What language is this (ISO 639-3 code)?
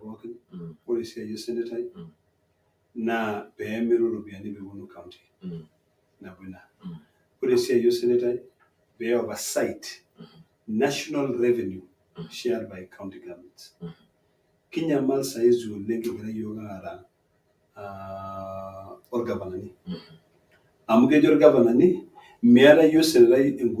mas